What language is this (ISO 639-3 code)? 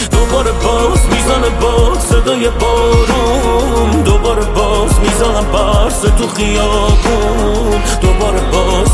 fas